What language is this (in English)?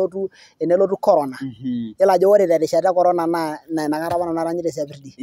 Masai